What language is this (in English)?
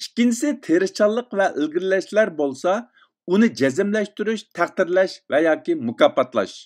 Uyghur